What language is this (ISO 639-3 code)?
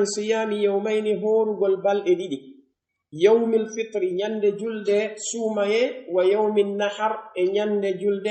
fuf